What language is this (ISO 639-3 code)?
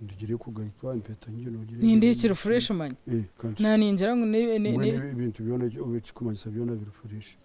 nyn